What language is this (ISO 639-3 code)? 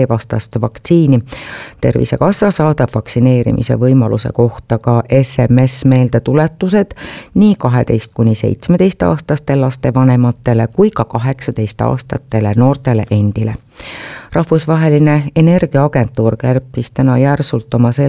est